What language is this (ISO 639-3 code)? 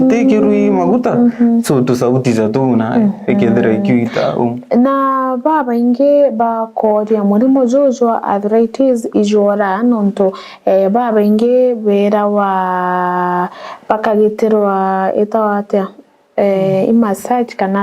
mer